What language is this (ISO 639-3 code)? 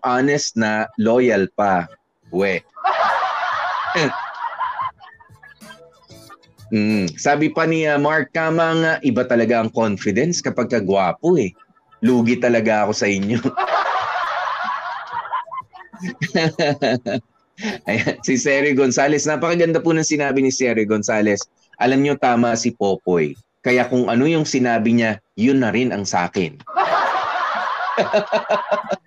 fil